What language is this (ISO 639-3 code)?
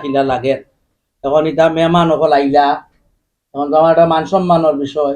syl